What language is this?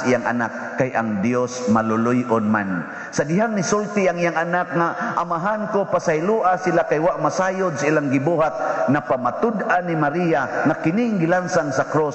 Cebuano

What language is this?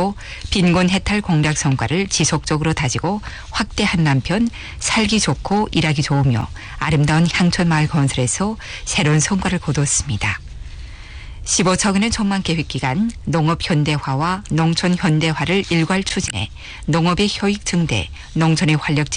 Korean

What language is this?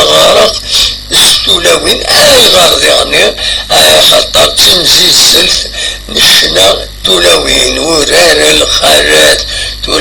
Kabyle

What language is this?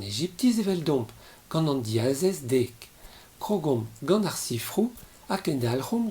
Breton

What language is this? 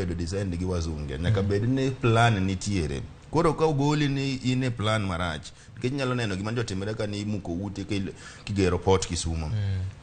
Luo (Kenya and Tanzania)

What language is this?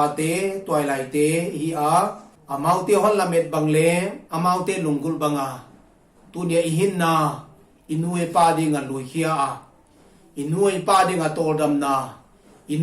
Paite Chin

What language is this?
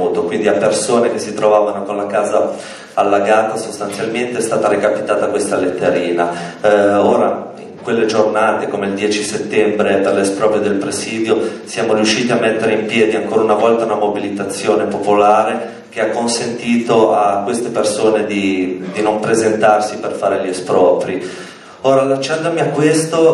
Italian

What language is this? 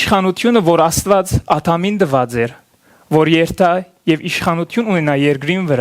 Western Armenian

